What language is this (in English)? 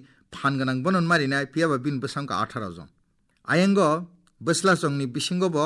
Kok Borok